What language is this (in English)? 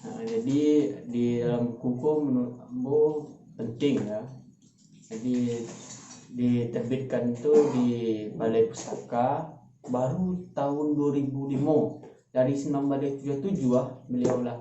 Minangkabau